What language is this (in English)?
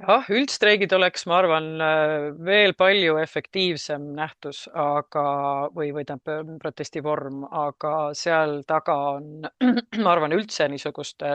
Estonian